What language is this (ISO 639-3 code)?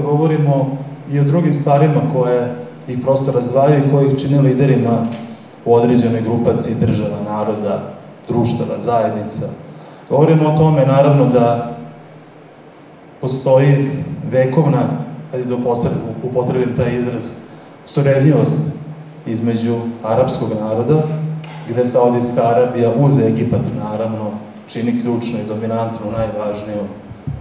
srp